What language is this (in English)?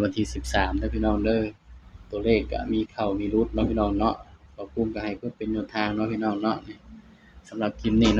Northeastern Thai